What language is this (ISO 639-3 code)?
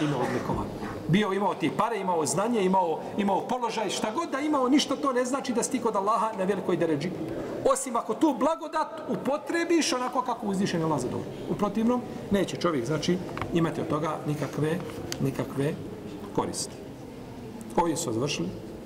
bos